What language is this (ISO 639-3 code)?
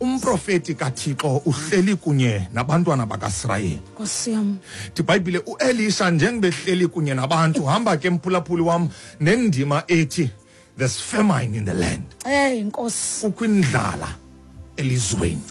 xho